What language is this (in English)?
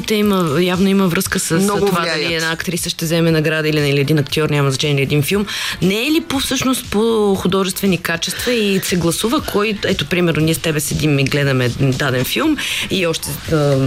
Bulgarian